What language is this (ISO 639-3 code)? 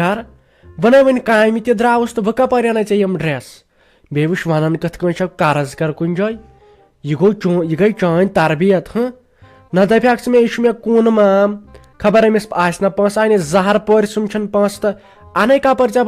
kas